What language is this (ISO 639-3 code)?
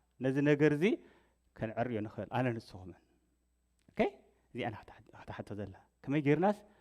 tir